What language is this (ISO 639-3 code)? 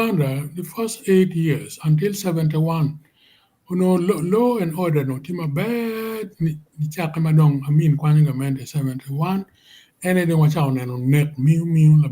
ach